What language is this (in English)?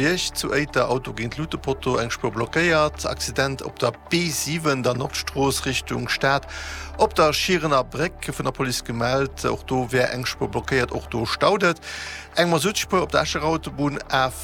Luxembourgish